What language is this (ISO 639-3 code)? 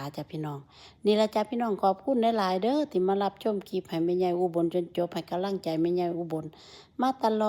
tts